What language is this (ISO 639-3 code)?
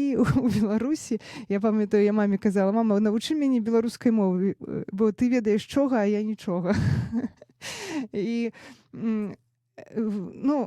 bel